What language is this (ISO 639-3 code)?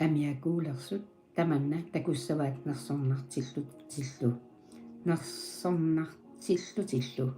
kal